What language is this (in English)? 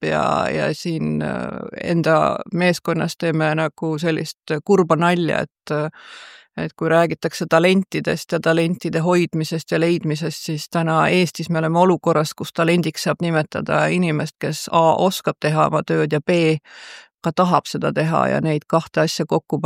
Estonian